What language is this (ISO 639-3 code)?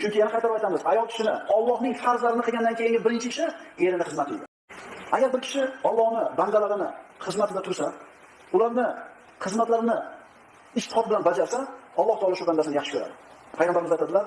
uzb